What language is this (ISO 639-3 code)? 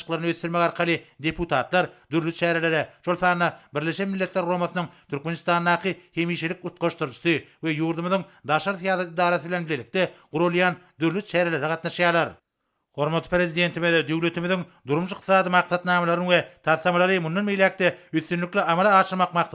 tuk